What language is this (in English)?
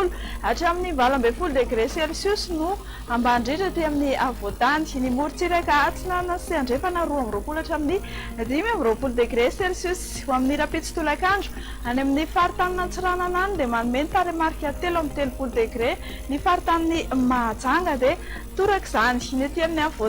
Malagasy